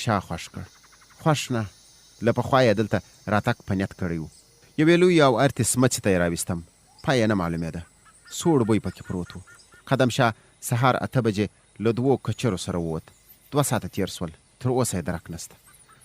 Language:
Pashto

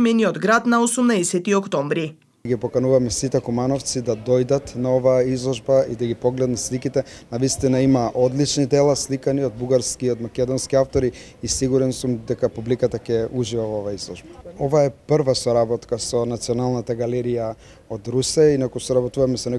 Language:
Macedonian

